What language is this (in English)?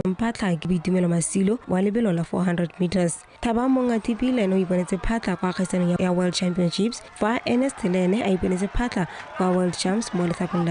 Tswana